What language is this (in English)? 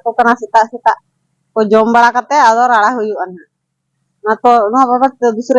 Santali